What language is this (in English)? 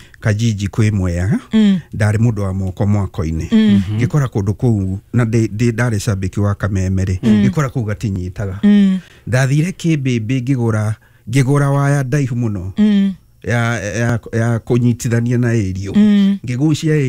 Kikuyu